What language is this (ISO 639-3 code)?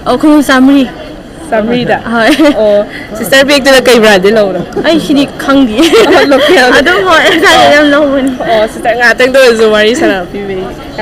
mni